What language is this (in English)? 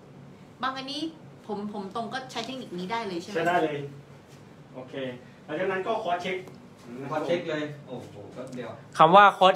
Thai